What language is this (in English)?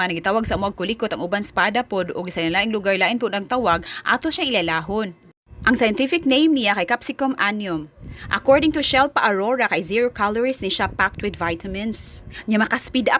Cebuano